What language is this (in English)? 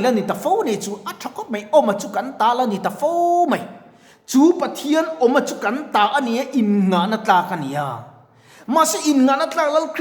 Mizo